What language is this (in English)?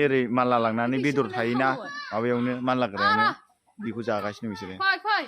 Bodo